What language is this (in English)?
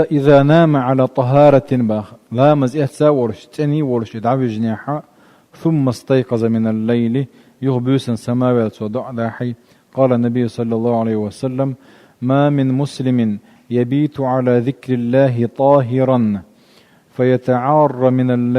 Chechen